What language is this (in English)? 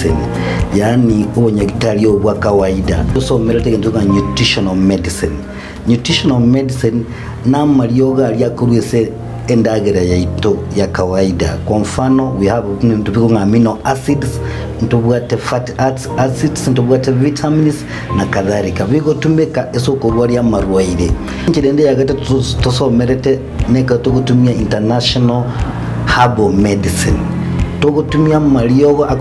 Gusii